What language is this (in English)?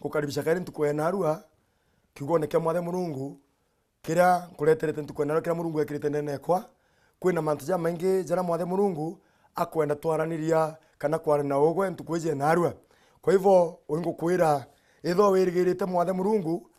Meru